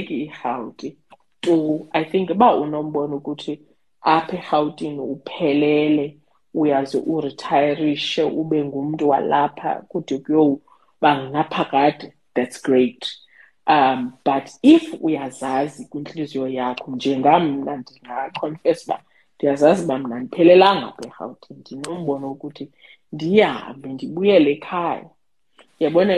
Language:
Xhosa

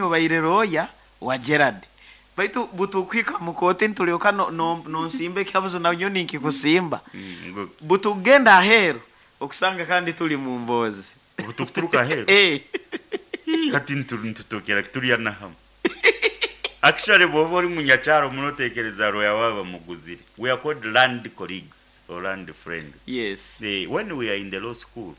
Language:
Nyoro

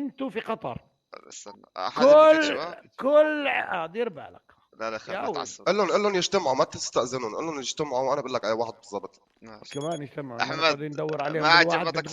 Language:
North Levantine Arabic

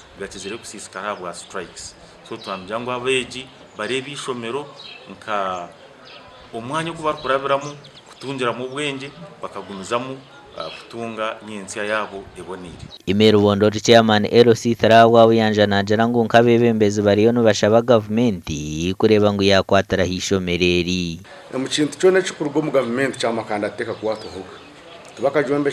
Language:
Nyankole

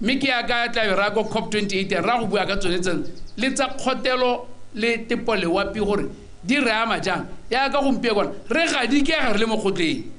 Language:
Tswana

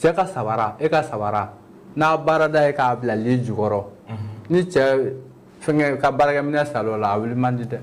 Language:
Bambara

